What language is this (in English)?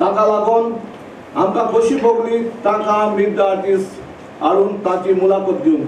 Konkani